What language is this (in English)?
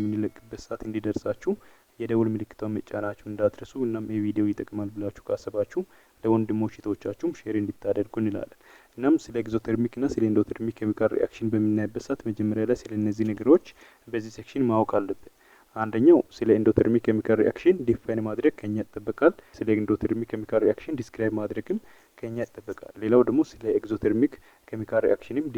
Amharic